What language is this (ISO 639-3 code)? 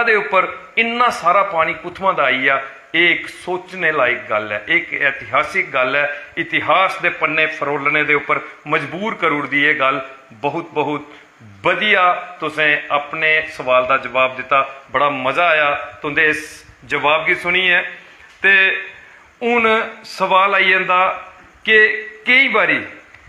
doi